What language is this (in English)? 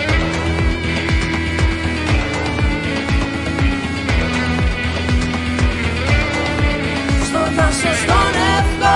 Greek